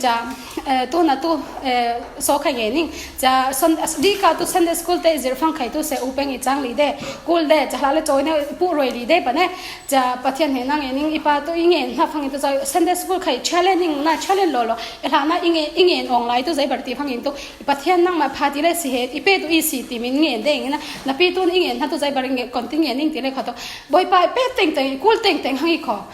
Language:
Falam Chin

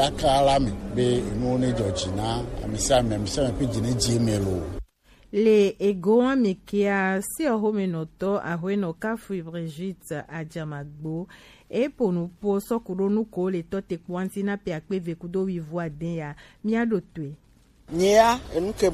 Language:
Gen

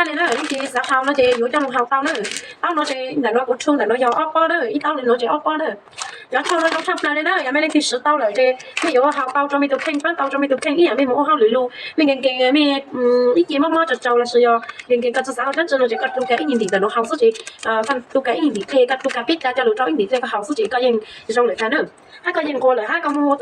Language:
Hmong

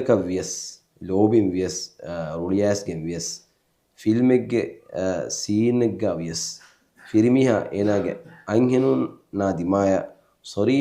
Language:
Divehi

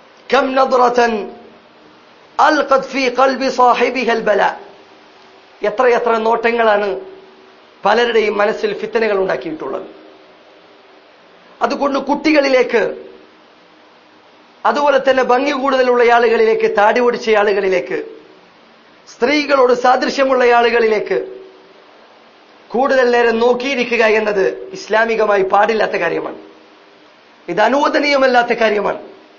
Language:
Malayalam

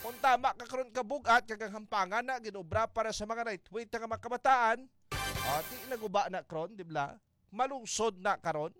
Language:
Hiligaynon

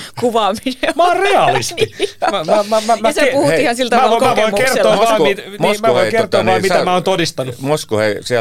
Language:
Finnish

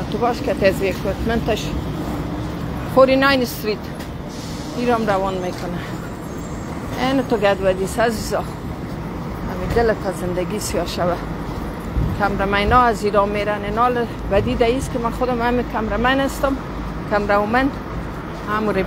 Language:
Persian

